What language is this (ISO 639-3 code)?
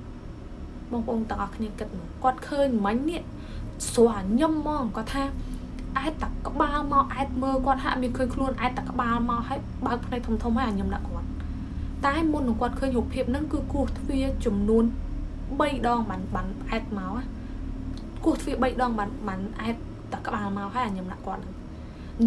khm